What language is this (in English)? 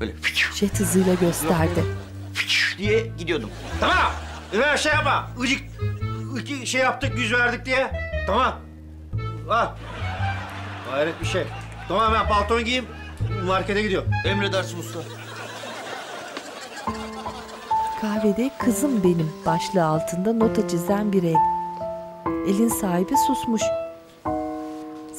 Turkish